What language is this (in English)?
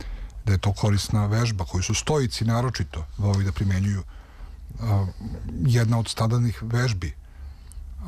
Serbian